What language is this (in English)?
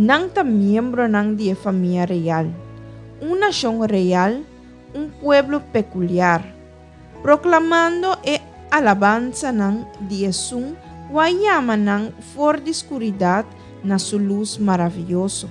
Papiamento